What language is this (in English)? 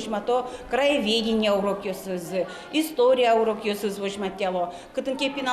Udmurt